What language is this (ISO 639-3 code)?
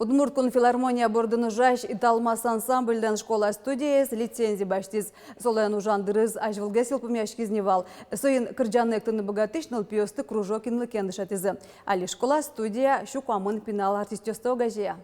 udm